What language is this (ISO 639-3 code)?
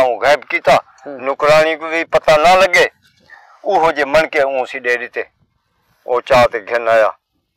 skr